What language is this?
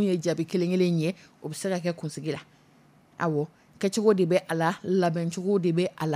Dyula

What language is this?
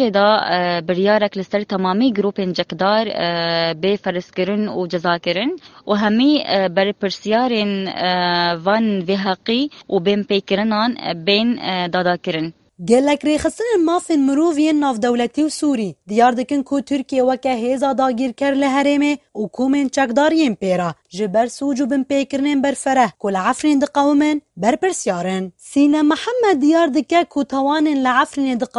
Kurdish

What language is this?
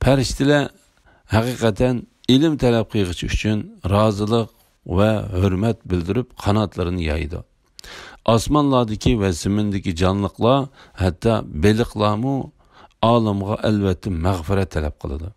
Uyghur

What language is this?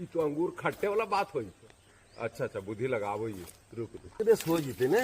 Magahi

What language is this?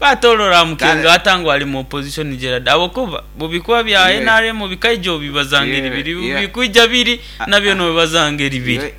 Nyankole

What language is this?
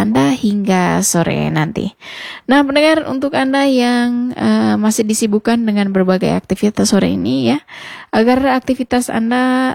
Indonesian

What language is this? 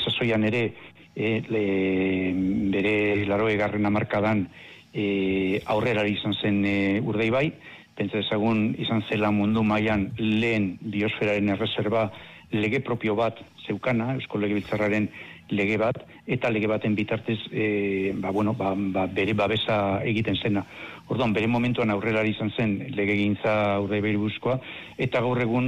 Basque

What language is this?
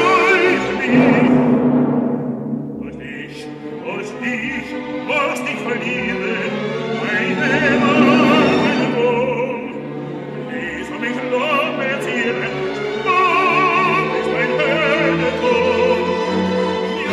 German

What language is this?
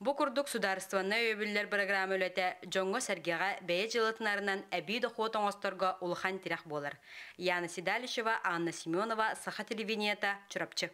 Yakut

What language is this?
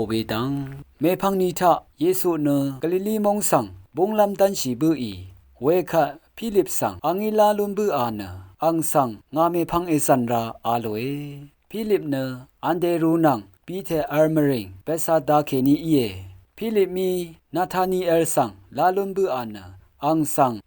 Rawang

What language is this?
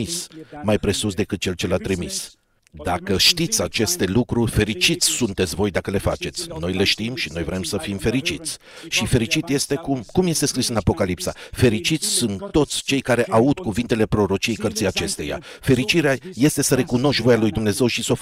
Romanian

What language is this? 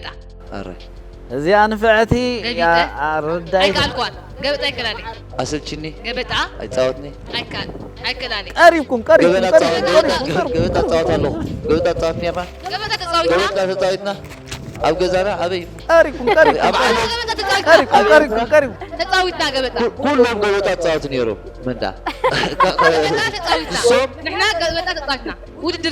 Tigrinya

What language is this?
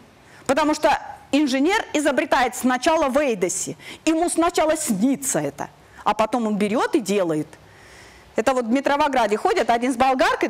Russian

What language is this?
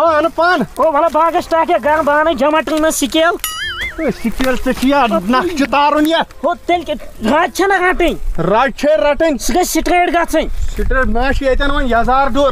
Kashmiri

